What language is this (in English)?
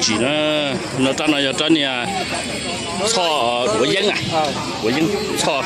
Hmong